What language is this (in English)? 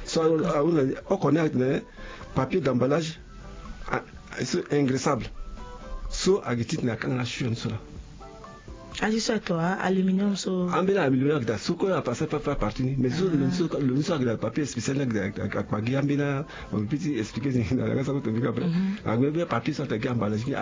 French